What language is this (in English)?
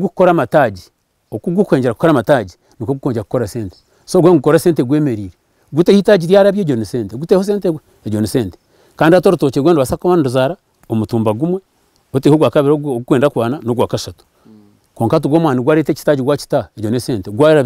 Nyankole